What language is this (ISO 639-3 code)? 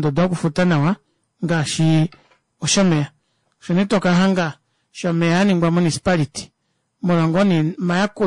kua